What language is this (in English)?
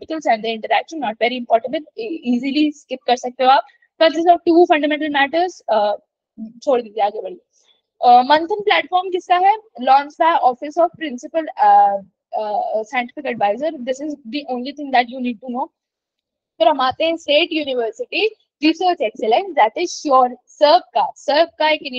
Hindi